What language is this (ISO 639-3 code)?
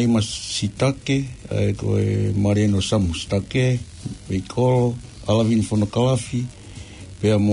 ton